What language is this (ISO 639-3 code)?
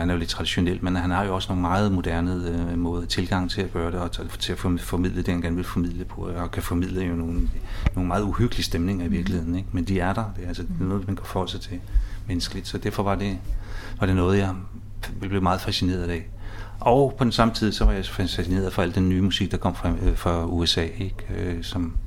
dan